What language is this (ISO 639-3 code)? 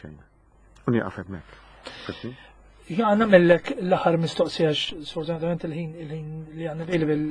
mlt